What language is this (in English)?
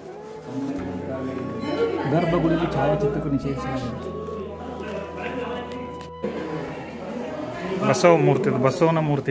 Kannada